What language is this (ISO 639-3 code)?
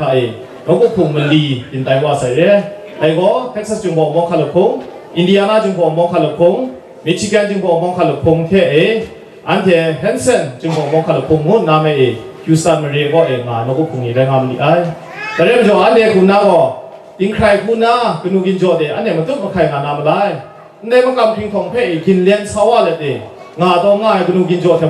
kac